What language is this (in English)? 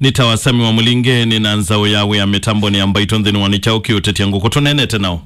Kamba